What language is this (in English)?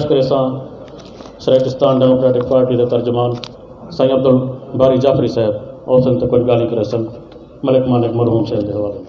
Saraiki